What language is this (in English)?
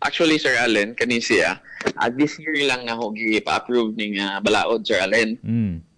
Cebuano